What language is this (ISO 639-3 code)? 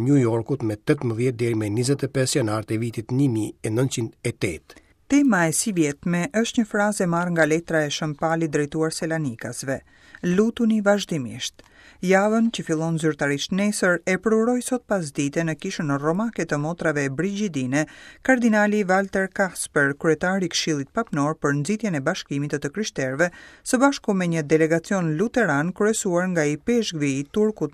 sqi